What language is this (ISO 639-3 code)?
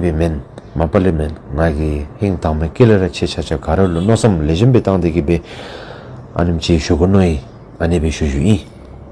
dzo